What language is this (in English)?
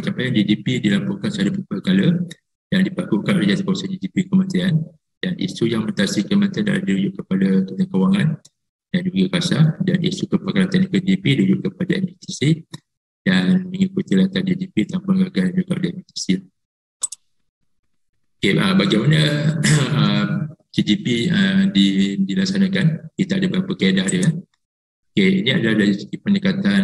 Malay